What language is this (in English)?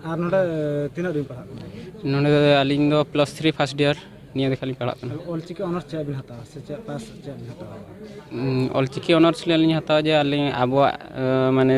Santali